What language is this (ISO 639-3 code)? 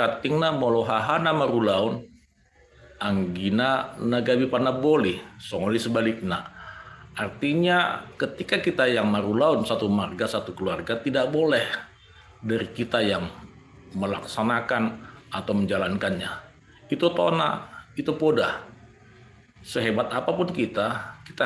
bbc